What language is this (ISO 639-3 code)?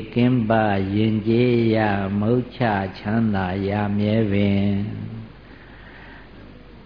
mya